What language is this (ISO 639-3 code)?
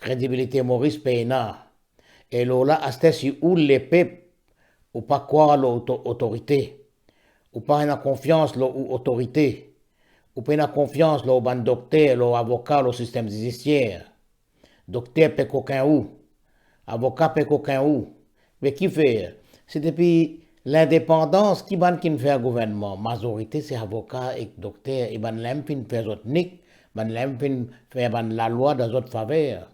mfe